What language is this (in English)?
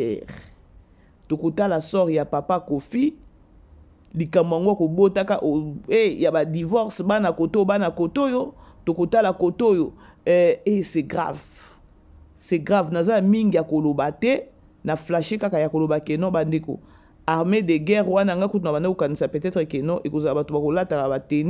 Lingala